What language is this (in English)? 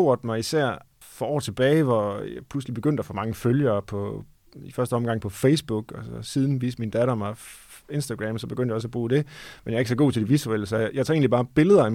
Danish